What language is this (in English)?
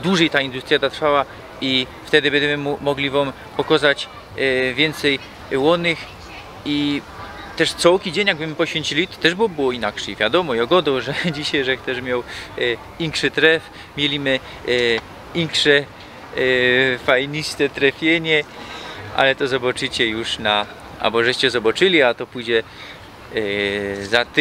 Silesian